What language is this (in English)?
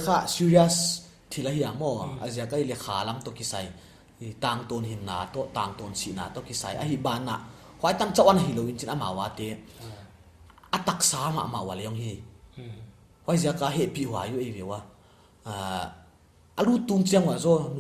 Paite Chin